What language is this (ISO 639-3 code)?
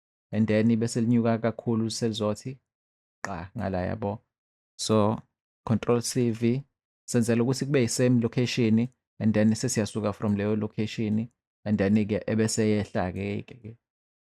zul